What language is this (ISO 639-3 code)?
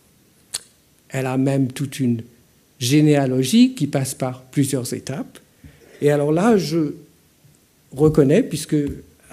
fra